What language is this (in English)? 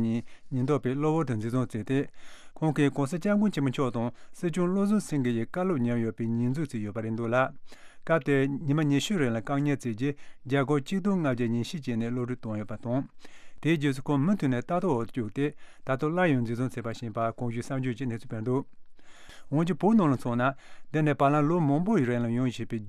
Tibetan